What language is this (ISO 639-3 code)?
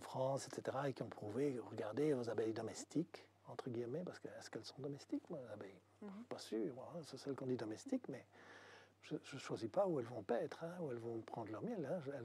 fra